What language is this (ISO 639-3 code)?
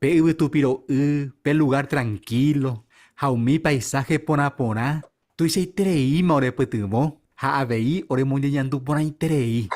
grn